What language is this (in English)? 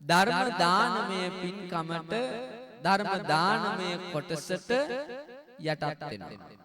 Sinhala